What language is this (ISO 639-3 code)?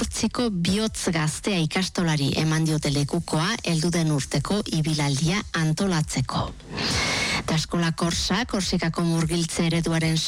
eus